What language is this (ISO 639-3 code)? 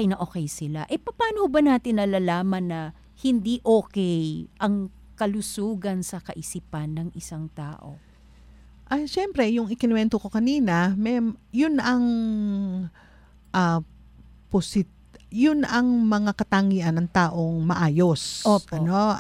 fil